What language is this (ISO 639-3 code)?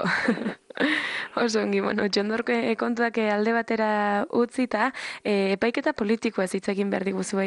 eus